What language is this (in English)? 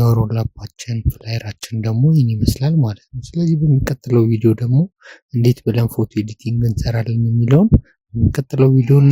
Amharic